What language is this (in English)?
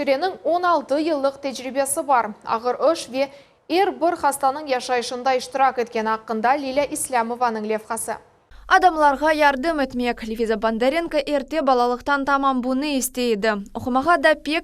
Crimean Tatar